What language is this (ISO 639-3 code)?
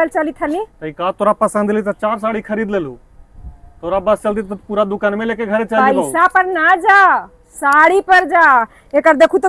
mag